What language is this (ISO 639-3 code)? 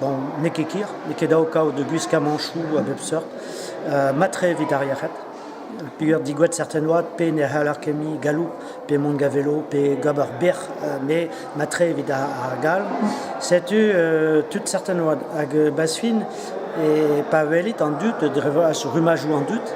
bre